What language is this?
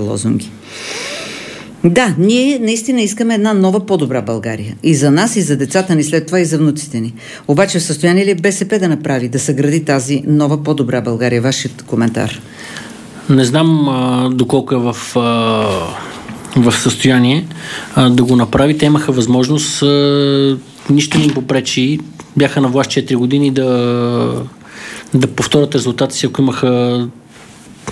Bulgarian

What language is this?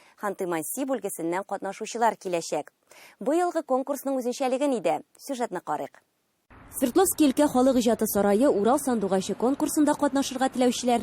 Tatar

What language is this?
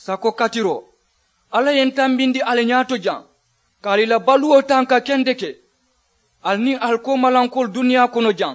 Mandingo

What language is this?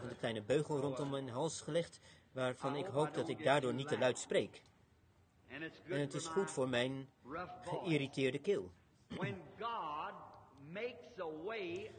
Dutch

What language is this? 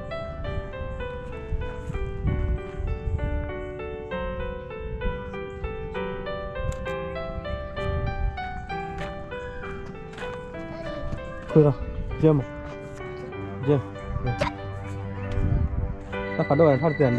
Malay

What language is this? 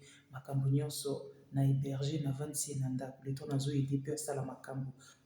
Lingala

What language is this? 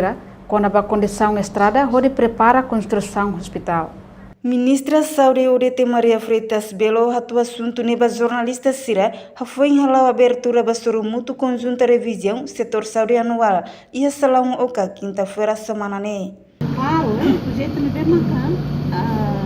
Tetum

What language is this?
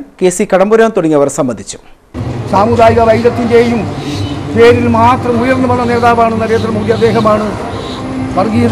Malayalam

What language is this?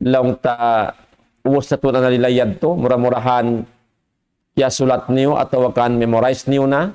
Tausug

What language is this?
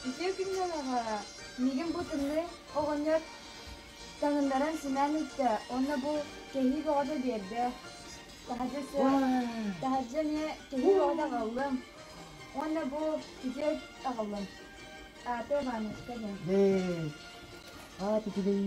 Yakut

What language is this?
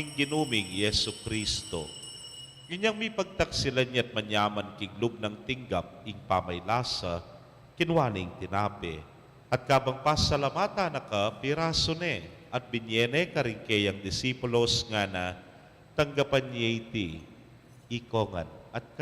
Pampanga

